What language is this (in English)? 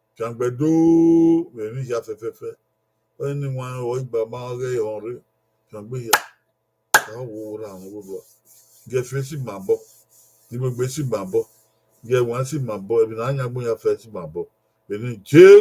Bini